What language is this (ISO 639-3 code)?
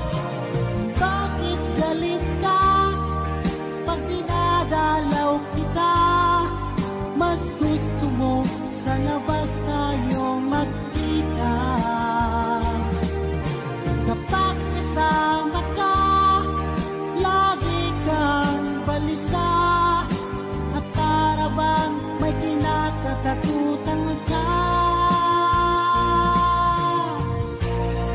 fil